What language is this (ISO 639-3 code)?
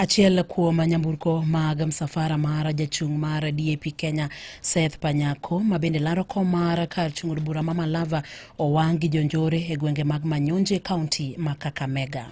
luo